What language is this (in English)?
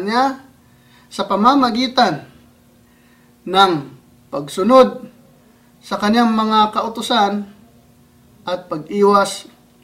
Filipino